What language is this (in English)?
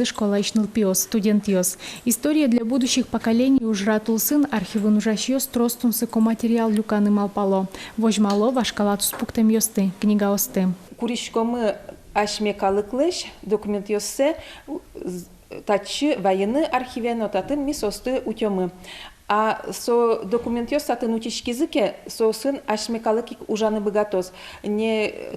Udmurt